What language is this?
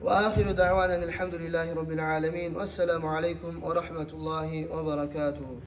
Kumyk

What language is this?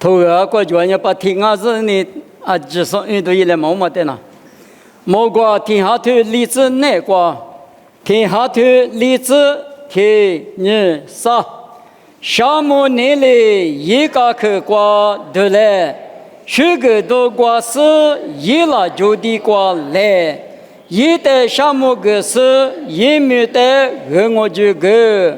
Lisu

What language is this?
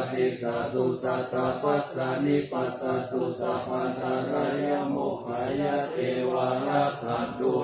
Pali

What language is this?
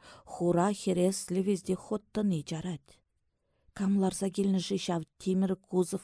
Chuvash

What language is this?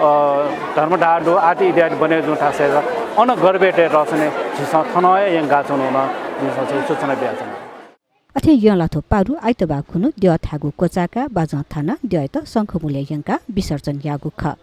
Newari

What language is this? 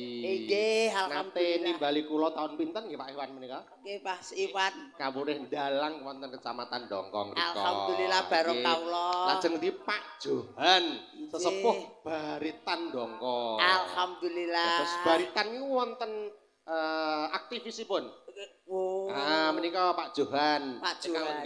Javanese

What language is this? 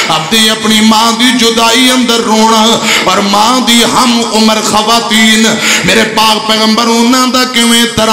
Urdu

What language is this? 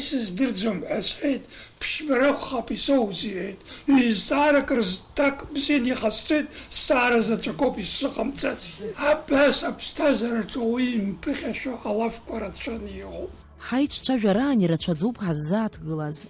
Abkhazian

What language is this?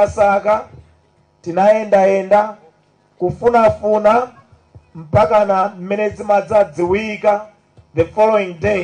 Nyanja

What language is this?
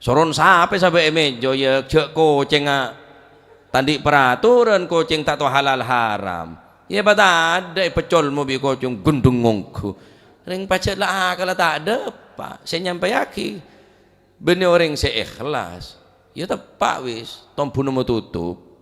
Madurese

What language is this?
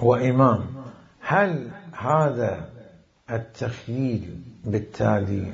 Mesopotamian Arabic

